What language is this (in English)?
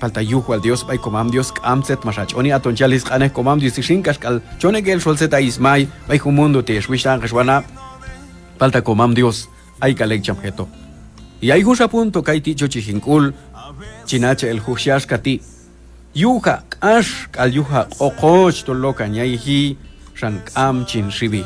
Q'anjob'al